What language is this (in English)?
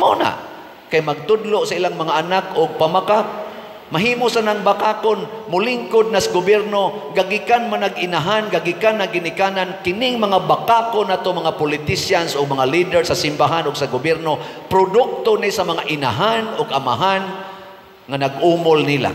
Cebuano